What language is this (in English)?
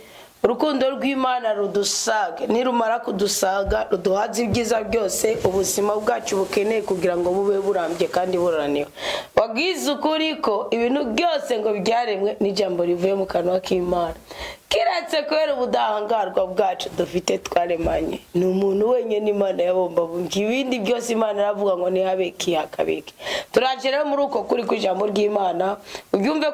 Rundi